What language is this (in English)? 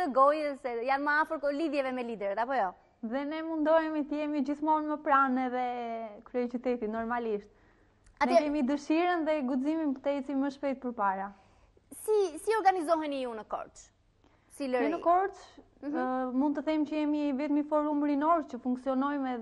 Albanian